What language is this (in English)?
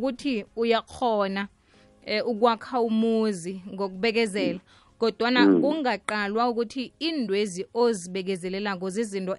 South Ndebele